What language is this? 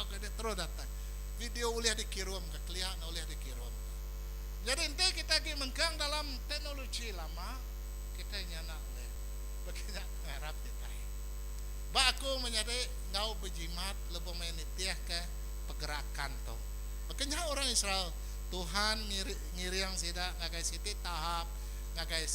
Iban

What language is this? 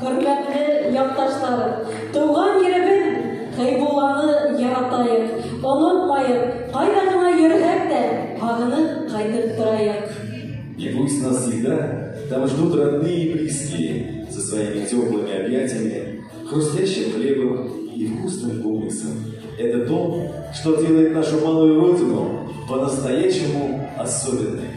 Bashkir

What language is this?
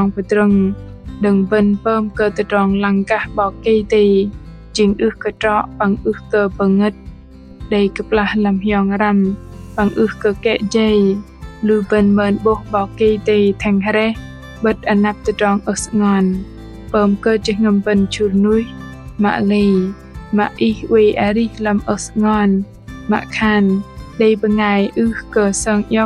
Bahnar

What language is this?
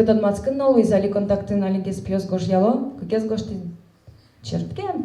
Udmurt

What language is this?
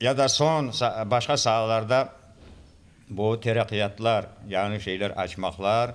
Crimean Tatar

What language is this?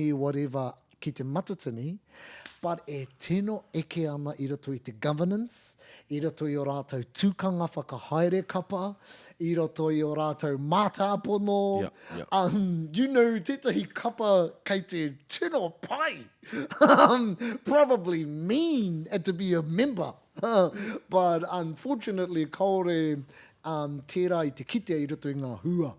Māori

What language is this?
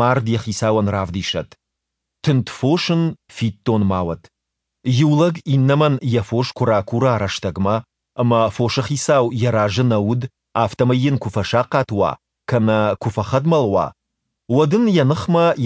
Ossetic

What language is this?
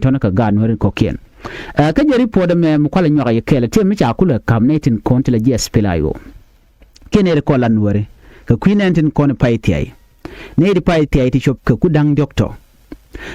Nuer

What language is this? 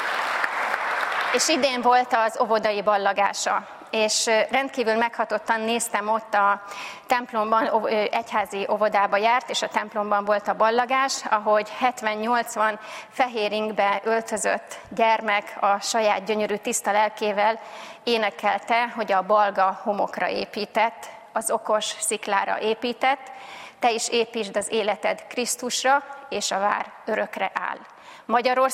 Hungarian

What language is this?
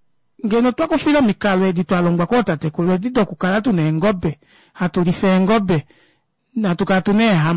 Kuanyama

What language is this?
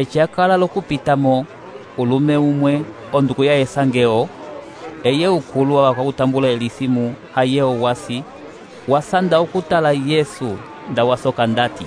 Umbundu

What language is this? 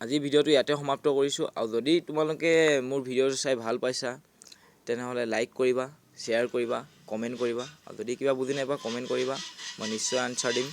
Assamese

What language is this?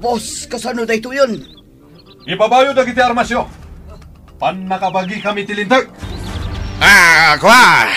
Iloko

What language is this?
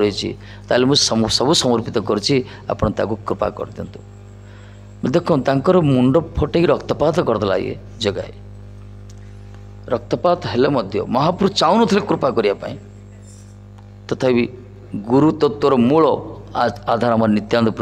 Odia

